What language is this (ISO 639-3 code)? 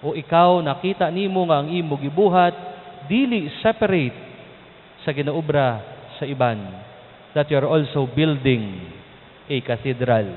ceb